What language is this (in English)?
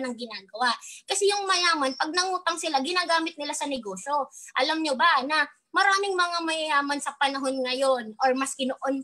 Filipino